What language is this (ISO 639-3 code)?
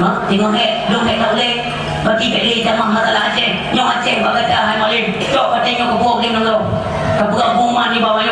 ace